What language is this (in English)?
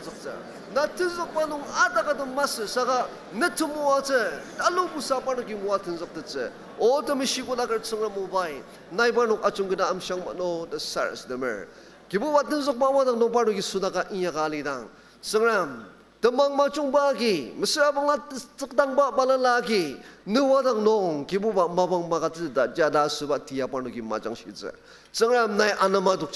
Ao Naga